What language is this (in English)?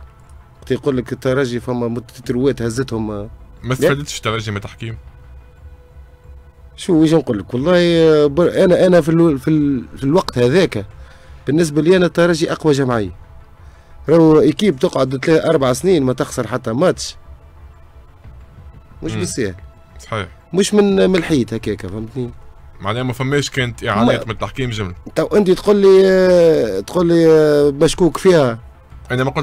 Tunisian Arabic